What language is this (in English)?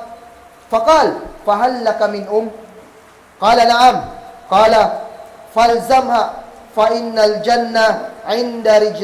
Kagan Kalagan